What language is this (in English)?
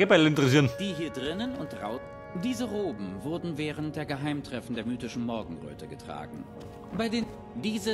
Bavarian